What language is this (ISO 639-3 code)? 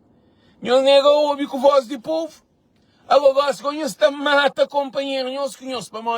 kea